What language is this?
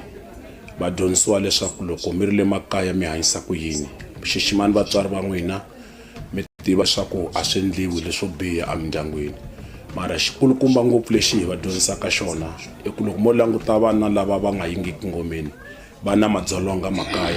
Tsonga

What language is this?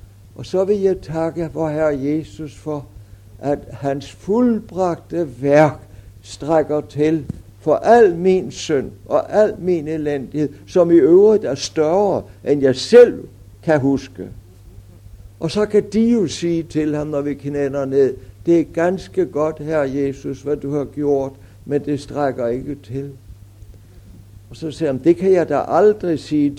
Danish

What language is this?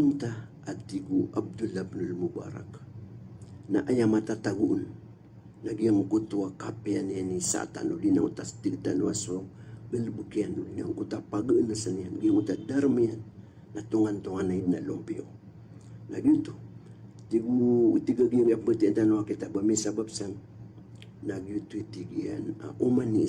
Maranao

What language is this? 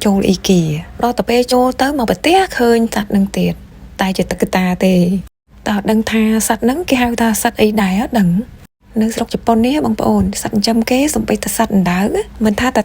Khmer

